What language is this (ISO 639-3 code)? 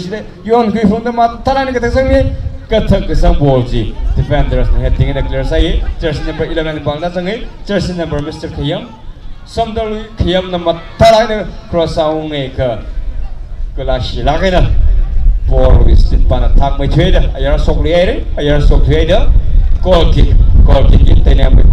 nmf